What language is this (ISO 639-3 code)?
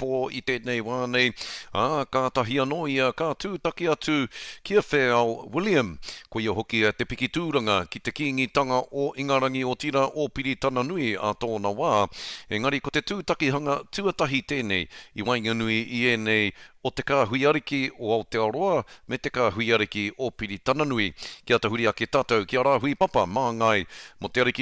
mri